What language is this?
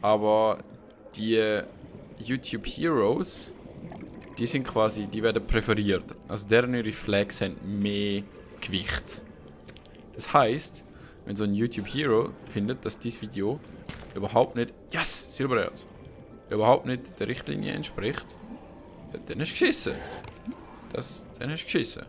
Swiss German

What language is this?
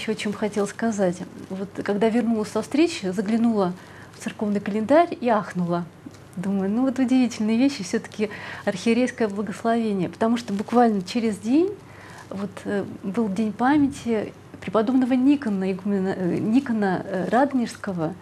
Russian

